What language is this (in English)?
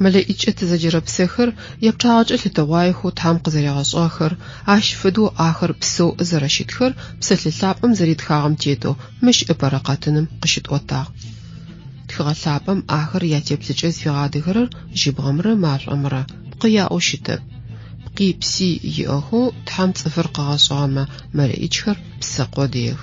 Adyghe